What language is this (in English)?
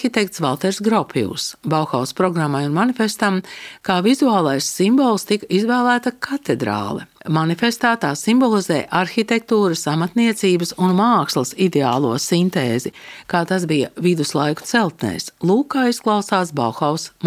Latvian